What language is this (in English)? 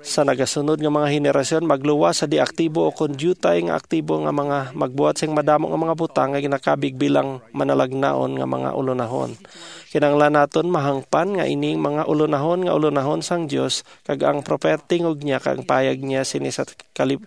Hiligaynon